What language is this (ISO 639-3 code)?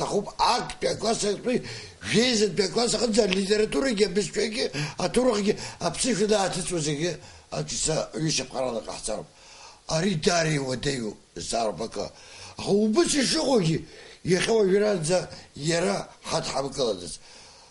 abk